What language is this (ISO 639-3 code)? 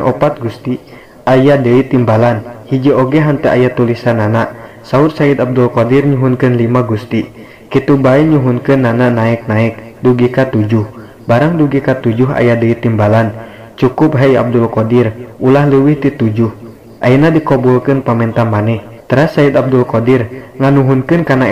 sun